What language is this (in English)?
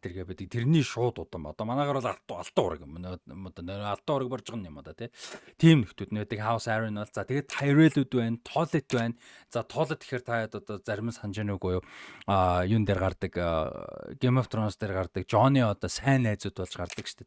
Mongolian